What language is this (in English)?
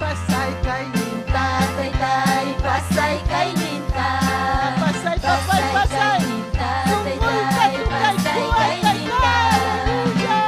Ayacucho Quechua